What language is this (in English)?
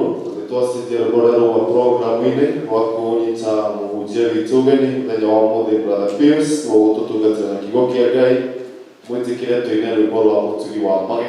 Kikuyu